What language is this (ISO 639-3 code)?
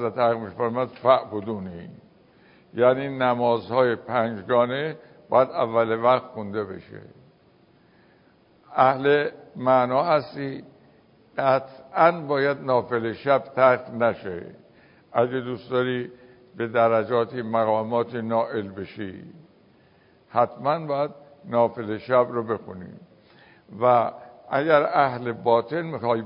fas